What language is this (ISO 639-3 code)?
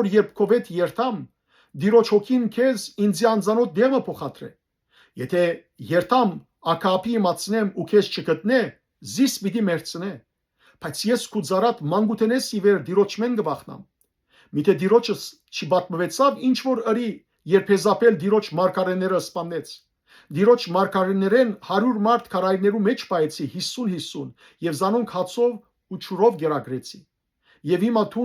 hyw